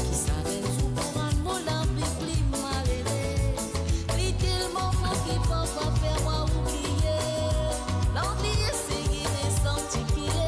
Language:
Morisyen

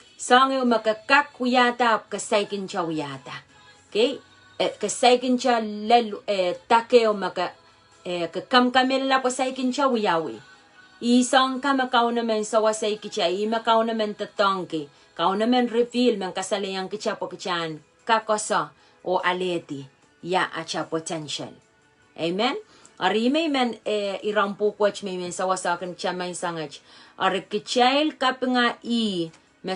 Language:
Pohnpeian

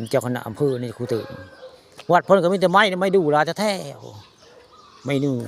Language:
Northeastern Thai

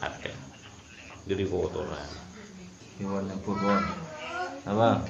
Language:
Madurese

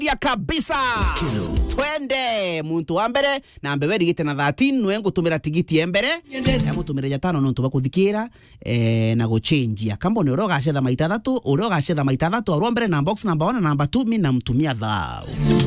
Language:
Meru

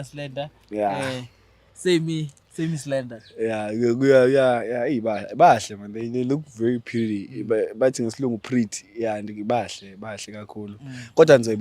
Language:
Zulu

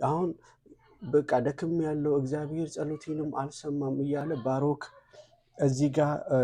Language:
Amharic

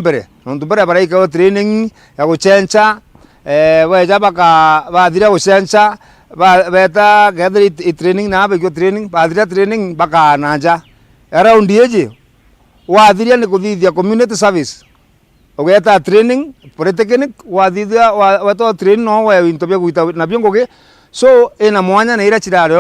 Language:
Meru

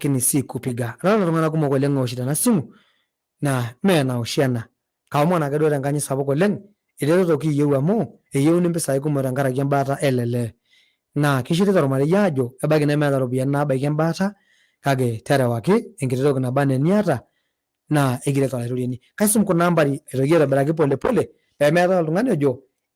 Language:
Masai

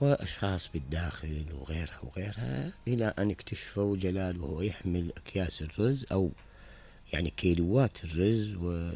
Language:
Mesopotamian Arabic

